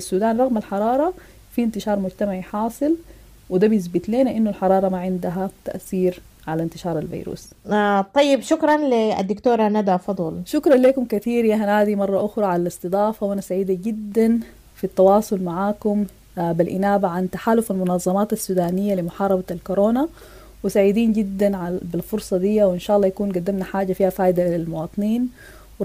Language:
Sudanese Arabic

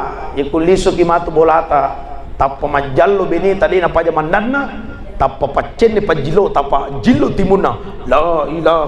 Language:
Buginese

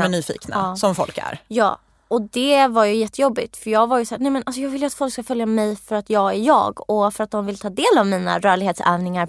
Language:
Swedish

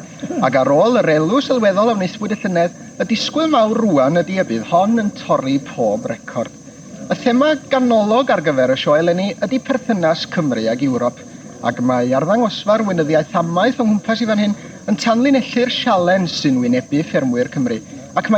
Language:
Welsh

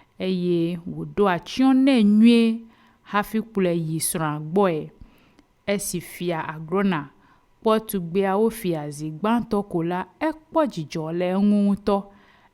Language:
Ewe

